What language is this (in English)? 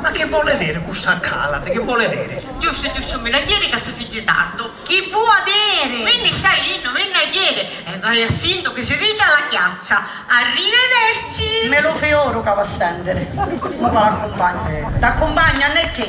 Sicilian